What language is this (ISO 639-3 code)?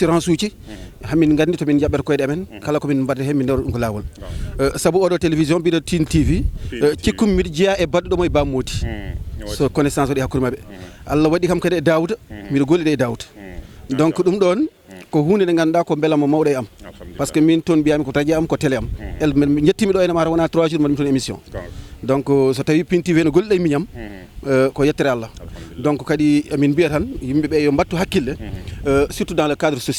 ful